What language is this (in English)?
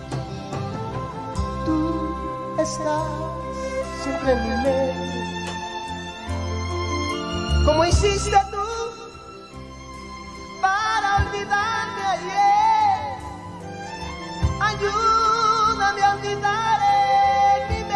Spanish